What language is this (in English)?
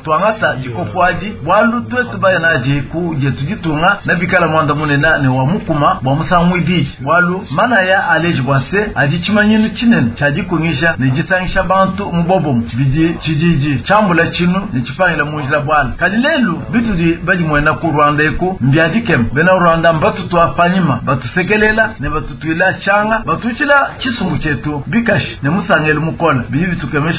Luba-Lulua